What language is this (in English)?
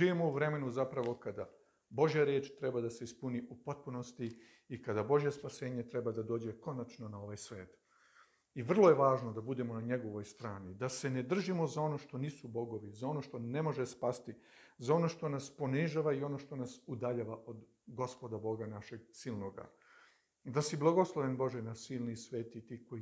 Serbian